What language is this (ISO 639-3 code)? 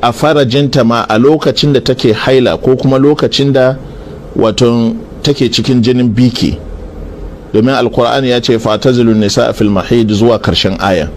hau